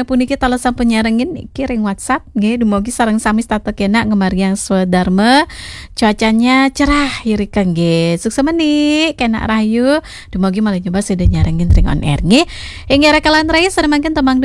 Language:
Balinese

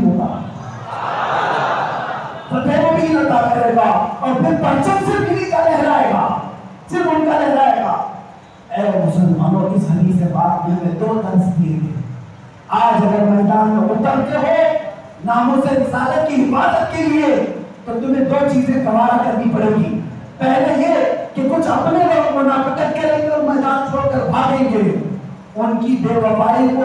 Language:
Urdu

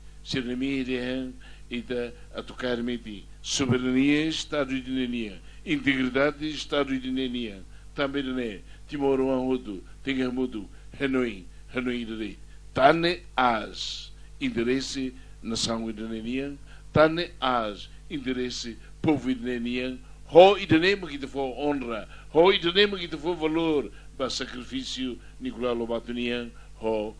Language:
Tetum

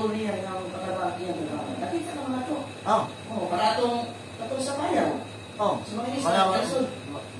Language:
Cebuano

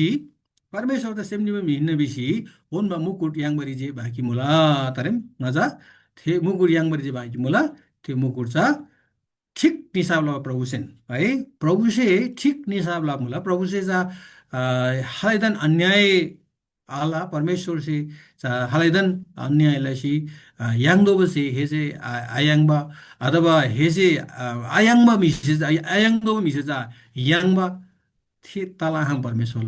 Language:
Eastern Tamang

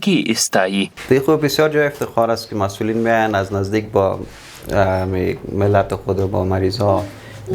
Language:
Pashto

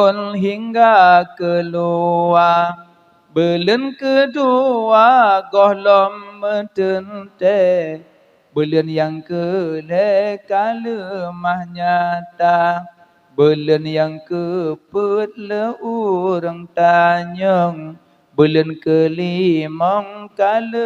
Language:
Achinese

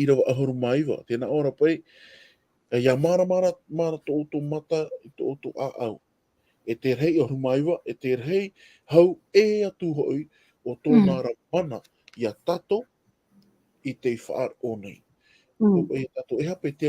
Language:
Tahitian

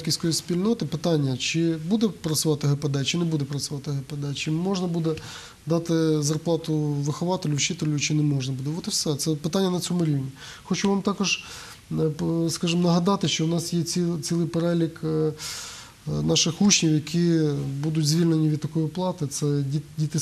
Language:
Ukrainian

